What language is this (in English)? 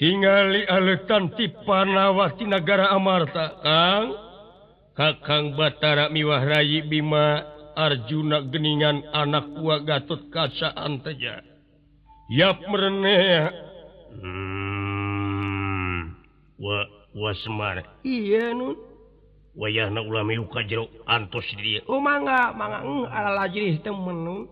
Sundanese